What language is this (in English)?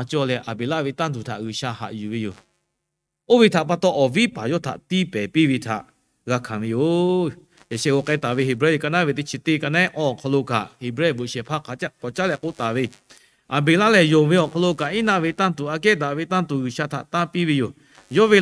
Lahu